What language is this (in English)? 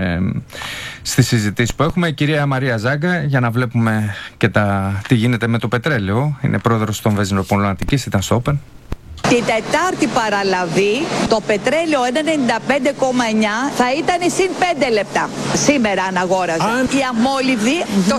Greek